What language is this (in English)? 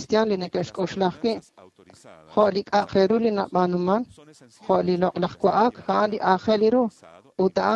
Kekchí